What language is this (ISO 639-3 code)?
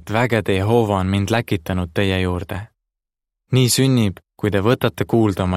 est